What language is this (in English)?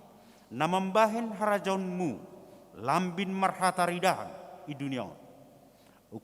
Batak Simalungun